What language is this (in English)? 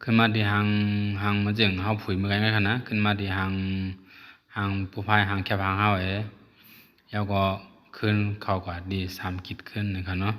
Shan